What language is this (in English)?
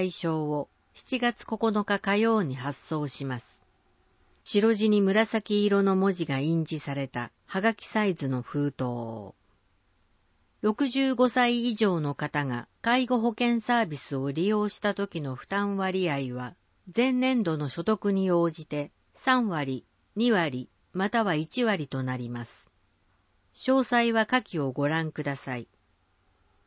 Japanese